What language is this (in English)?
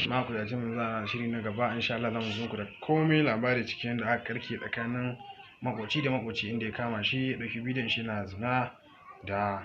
Hausa